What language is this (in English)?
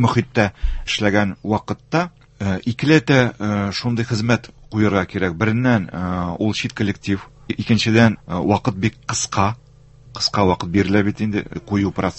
Tatar